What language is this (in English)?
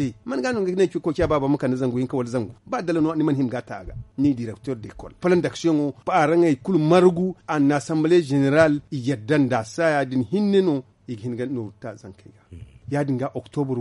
Zarma